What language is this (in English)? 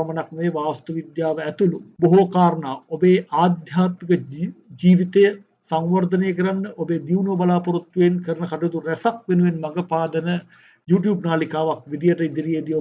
Sinhala